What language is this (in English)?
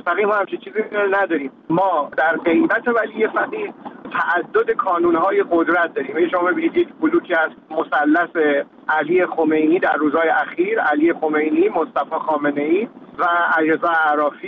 Persian